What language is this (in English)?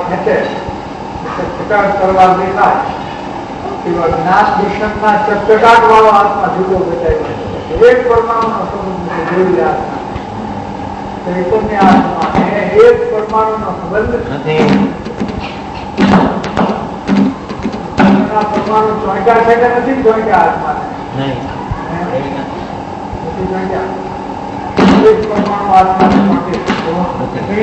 Gujarati